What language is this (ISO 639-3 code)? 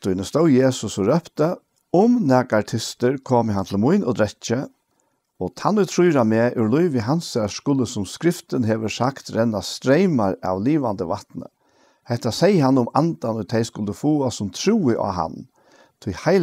fao